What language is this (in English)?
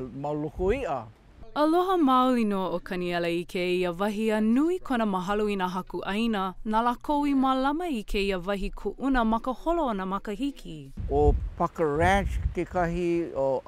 Hawaiian